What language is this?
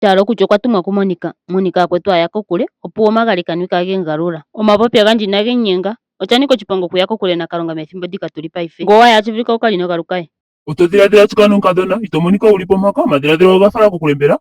Ndonga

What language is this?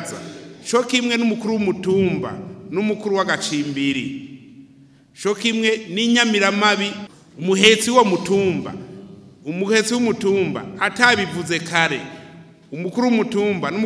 Rundi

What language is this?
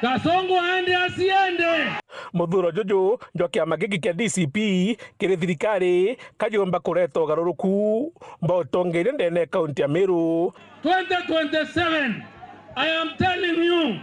Meru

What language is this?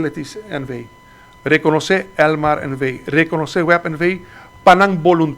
Papiamento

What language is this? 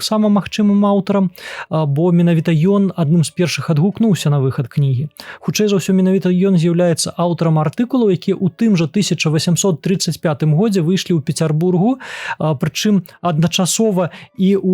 Belarusian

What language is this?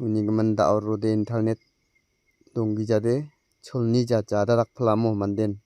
Garo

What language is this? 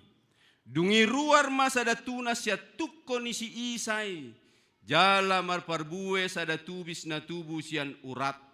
Batak Toba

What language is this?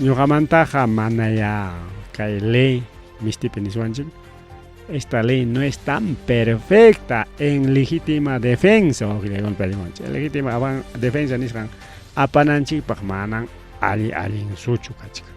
Ayacucho Quechua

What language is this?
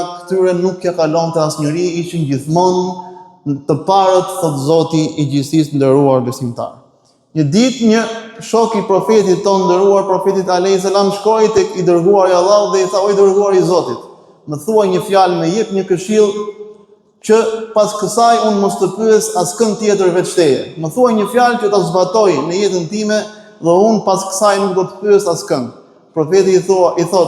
Albanian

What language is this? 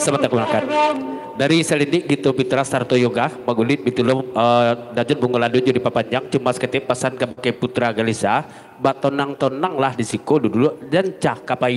Minangkabau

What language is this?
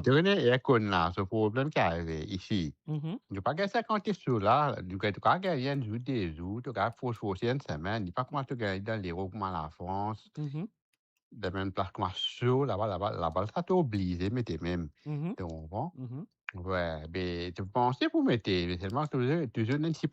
Morisyen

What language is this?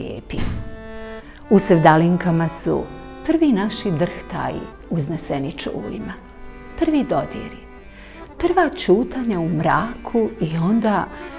Bosnian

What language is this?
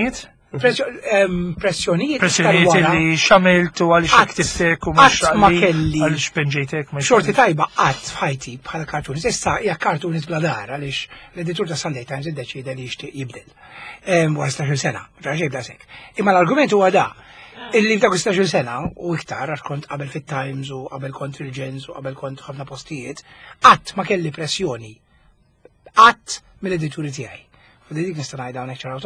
Maltese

